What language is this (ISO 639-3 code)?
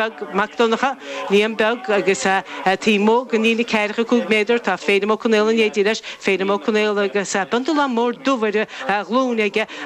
gle